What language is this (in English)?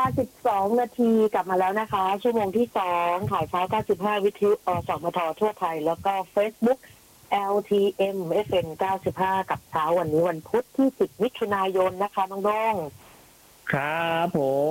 Thai